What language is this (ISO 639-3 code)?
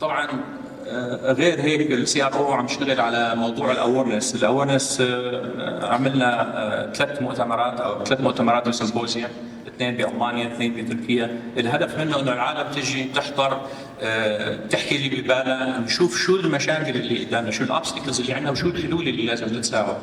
apc